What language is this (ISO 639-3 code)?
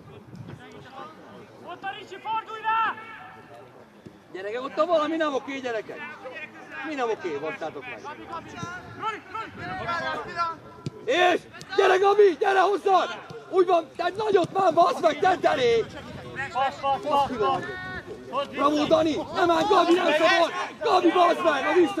hun